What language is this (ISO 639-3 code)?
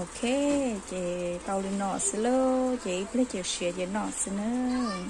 hmn